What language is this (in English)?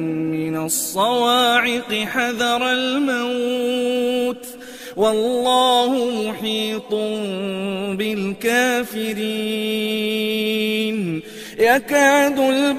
Arabic